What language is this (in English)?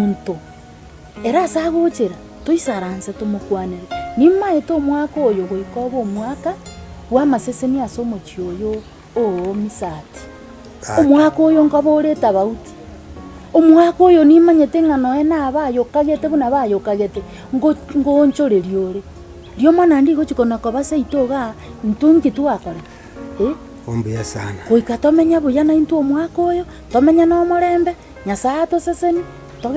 Gusii